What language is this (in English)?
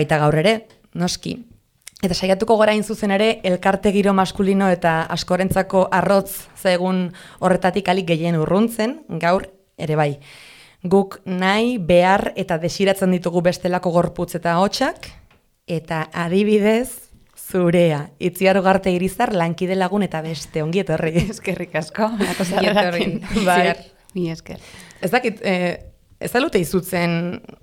Basque